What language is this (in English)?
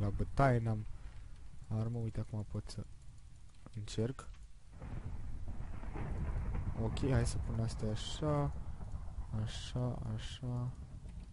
Romanian